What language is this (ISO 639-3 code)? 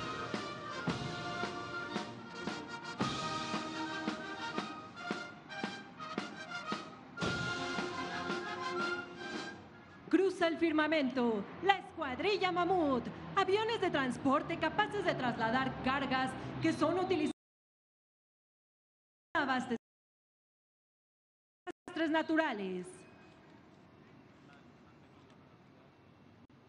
spa